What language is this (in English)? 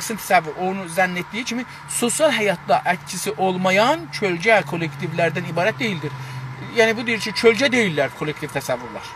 South Azerbaijani